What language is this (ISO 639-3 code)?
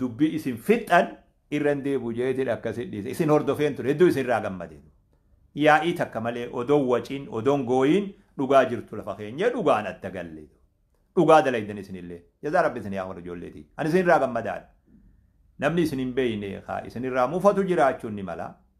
orm